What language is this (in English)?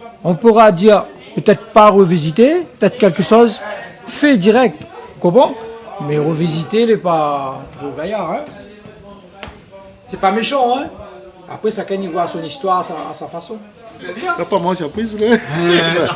Réunion Creole French